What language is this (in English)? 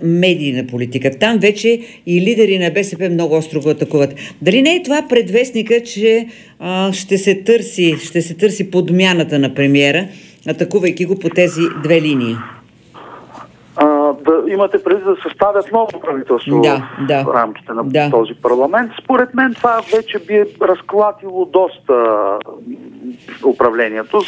Bulgarian